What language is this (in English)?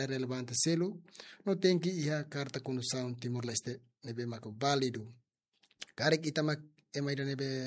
Tetum